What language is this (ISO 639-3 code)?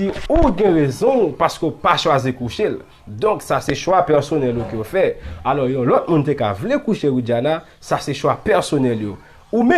hat